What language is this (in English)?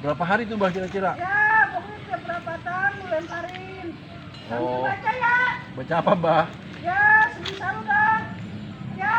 Betawi